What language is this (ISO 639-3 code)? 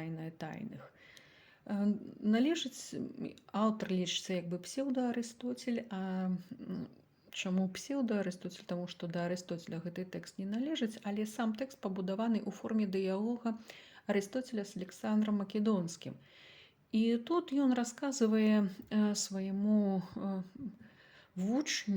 bel